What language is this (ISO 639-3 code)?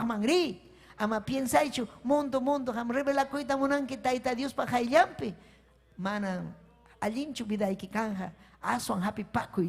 quy